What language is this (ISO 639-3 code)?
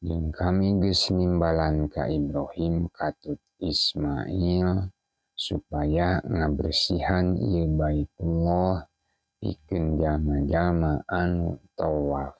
sun